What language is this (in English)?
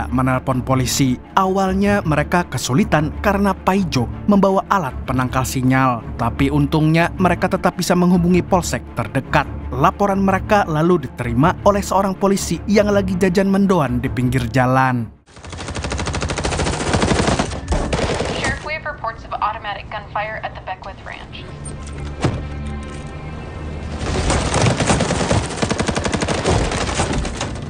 Indonesian